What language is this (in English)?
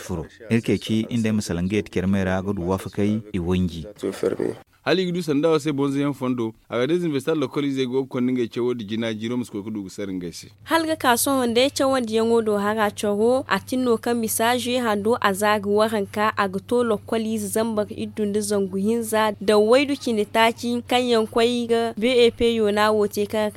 Zarma